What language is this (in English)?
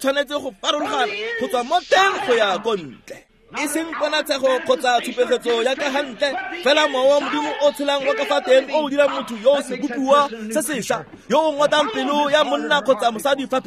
Tswana